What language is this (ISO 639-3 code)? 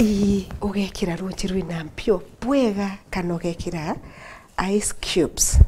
mer